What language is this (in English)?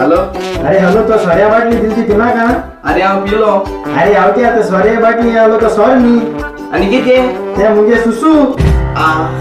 Konkani